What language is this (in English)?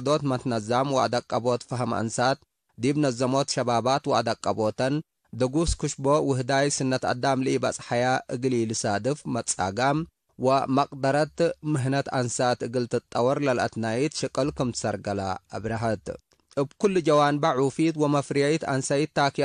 Tigre